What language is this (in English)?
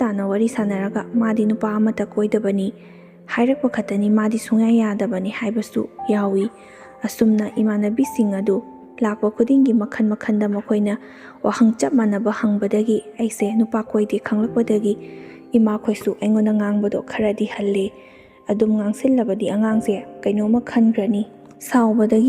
Manipuri